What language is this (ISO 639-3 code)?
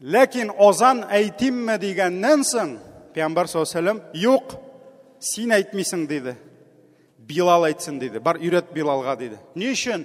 tat